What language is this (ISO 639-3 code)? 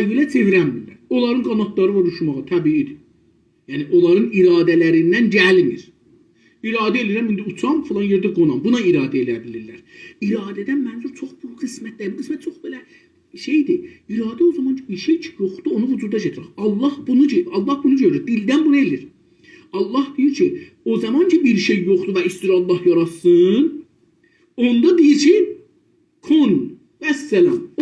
azb